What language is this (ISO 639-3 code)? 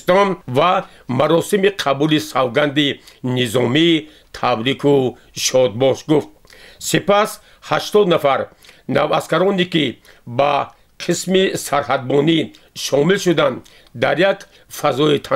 tgk